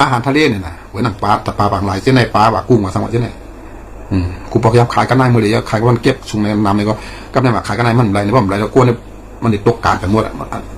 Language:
Shan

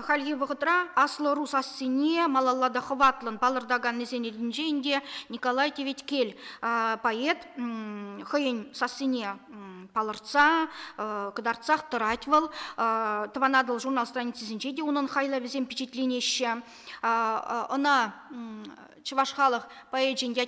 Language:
Chuvash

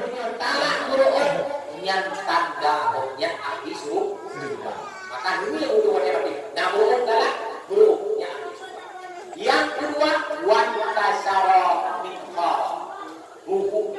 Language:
Achinese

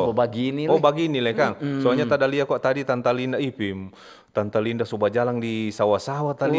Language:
Manado Malay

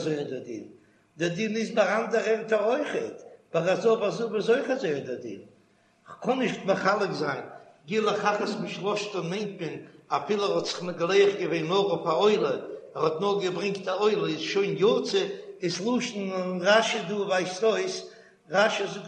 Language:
Yiddish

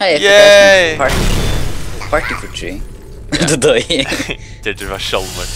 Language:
Faroese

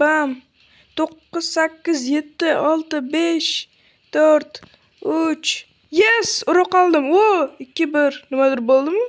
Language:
Uzbek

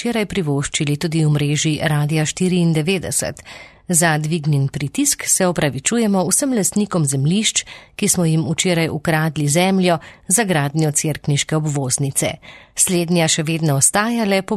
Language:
Slovenian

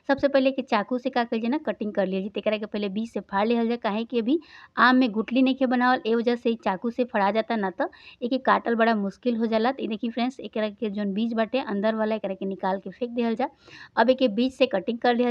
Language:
Bhojpuri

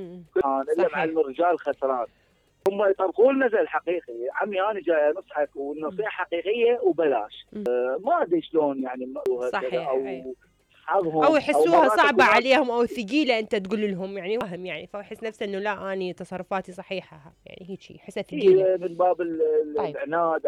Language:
Mesopotamian Arabic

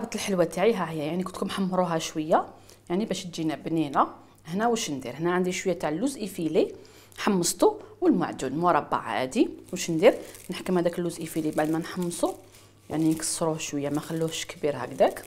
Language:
Algerian Arabic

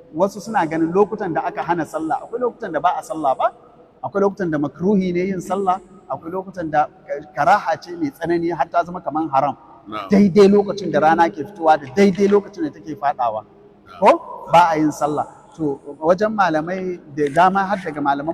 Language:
Hausa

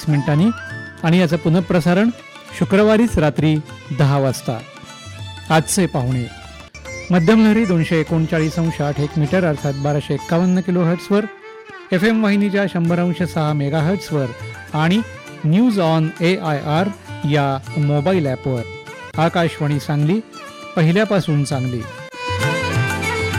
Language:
Marathi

